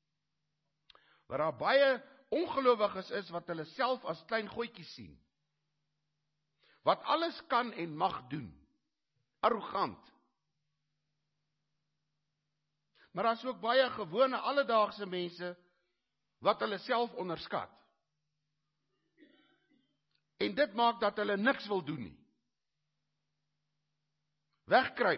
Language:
Afrikaans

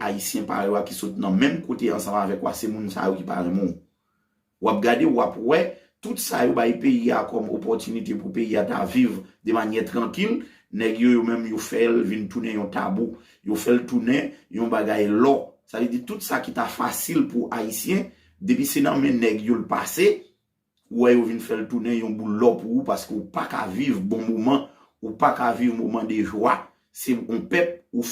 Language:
Haitian Creole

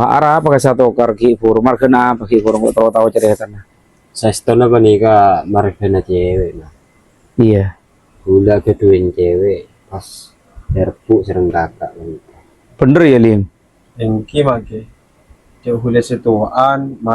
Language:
Madurese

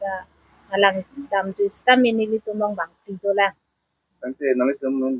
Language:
Karbi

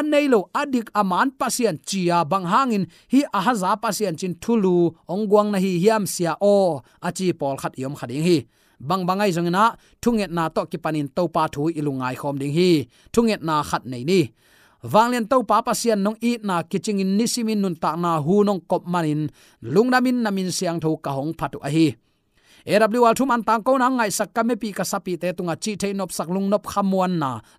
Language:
Tedim Chin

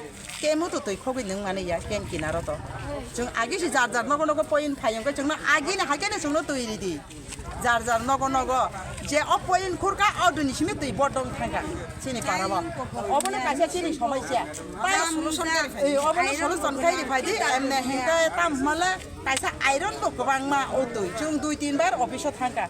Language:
Kok Borok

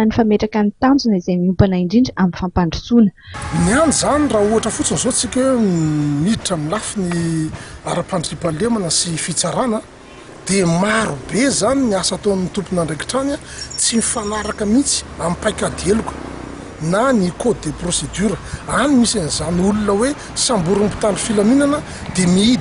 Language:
Malagasy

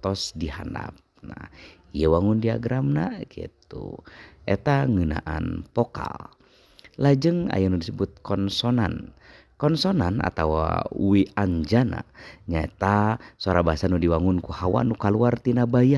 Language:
Sundanese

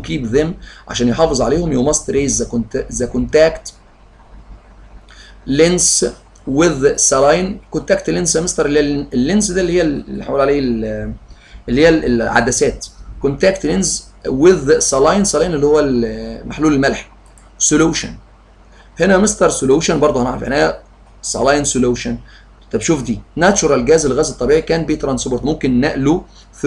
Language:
Egyptian Arabic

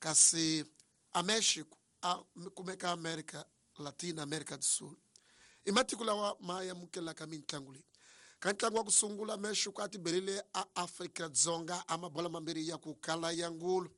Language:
Tsonga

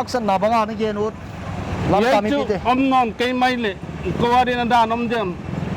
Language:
Paite Chin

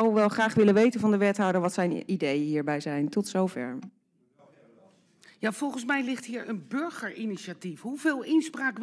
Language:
Dutch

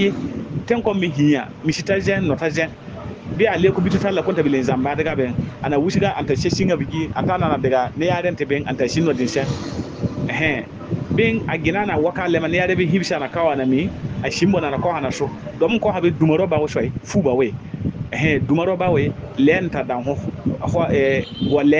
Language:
Bissa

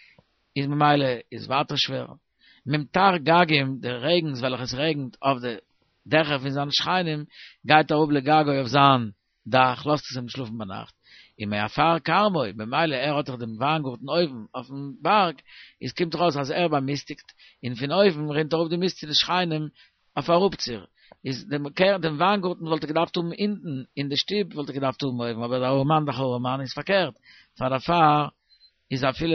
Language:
Yiddish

